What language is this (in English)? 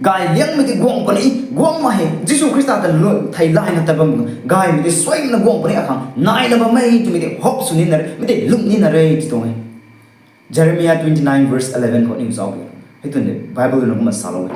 Rongmei Naga